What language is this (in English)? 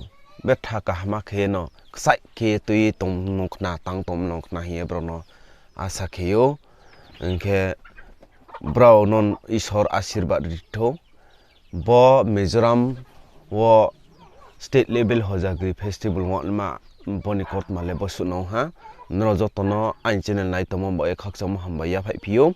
Riang (India)